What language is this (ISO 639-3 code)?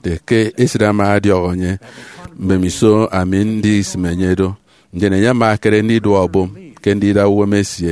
efi